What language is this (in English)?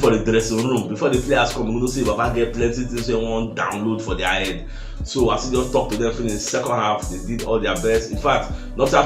Nigerian Pidgin